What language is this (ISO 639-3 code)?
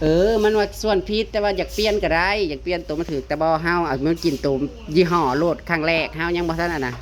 tts